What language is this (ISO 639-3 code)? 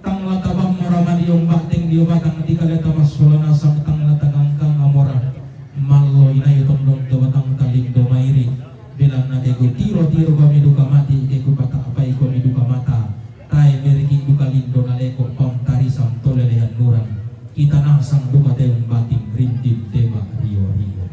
sda